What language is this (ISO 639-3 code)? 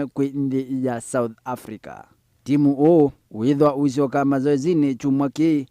kam